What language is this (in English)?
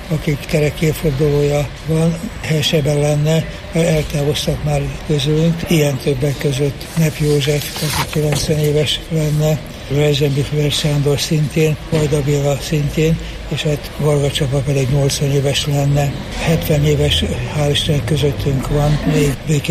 Hungarian